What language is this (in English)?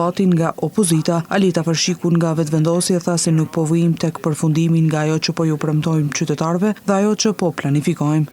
Albanian